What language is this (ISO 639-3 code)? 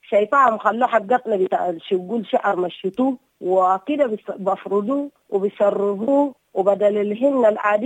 apd